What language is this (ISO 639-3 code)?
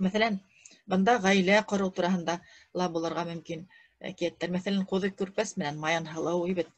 bak